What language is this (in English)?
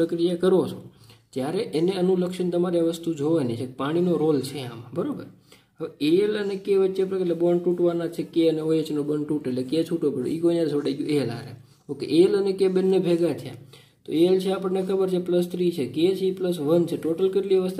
Gujarati